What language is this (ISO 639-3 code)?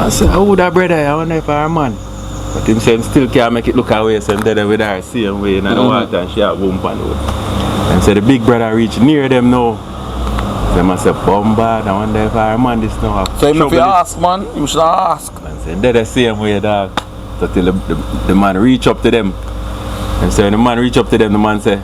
jam